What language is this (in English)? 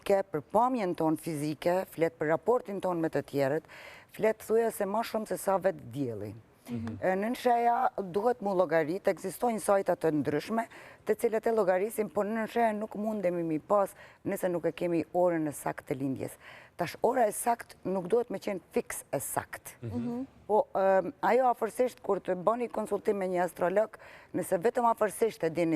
Albanian